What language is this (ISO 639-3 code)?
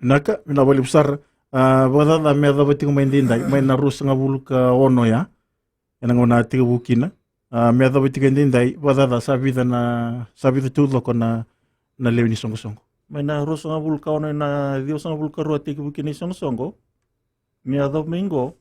fij